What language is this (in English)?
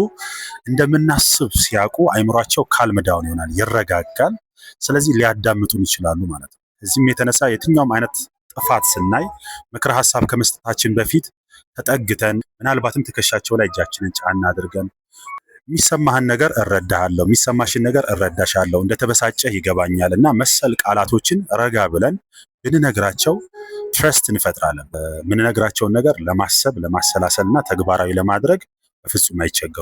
Amharic